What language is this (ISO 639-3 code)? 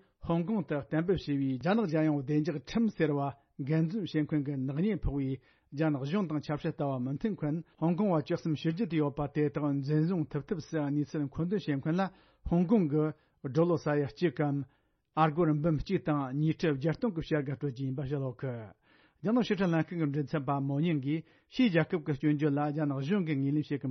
bod